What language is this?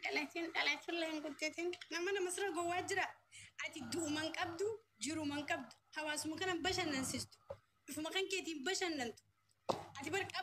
Oromo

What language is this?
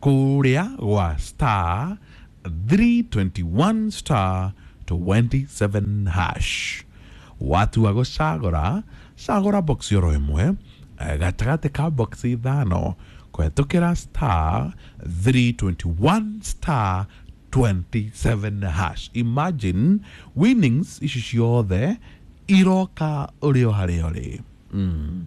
Kikuyu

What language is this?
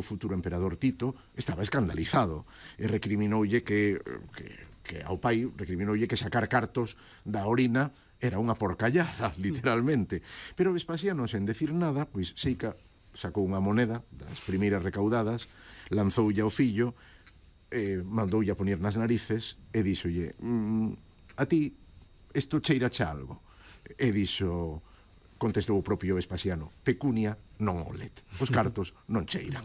Galician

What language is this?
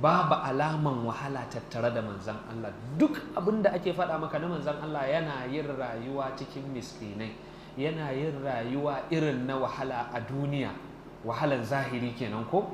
Hausa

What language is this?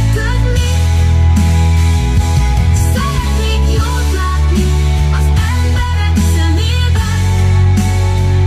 Hungarian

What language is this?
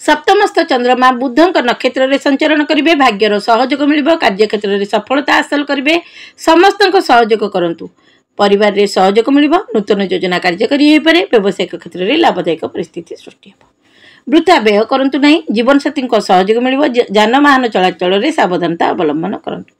Odia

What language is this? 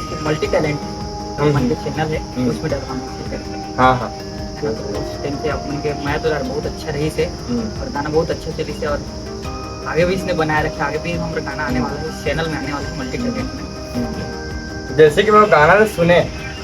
Chhattisgarhi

